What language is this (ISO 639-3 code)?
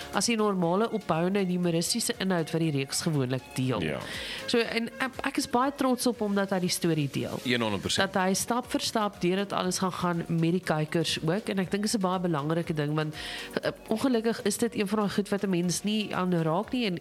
afr